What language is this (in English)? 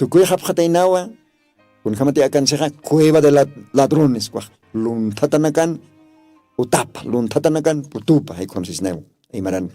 Aymara